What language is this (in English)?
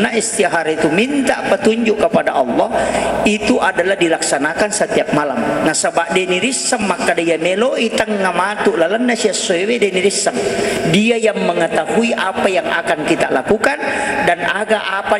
Buginese